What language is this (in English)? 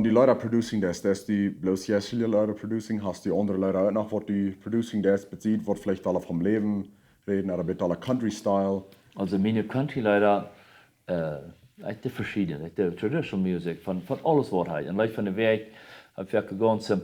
Plautdietsch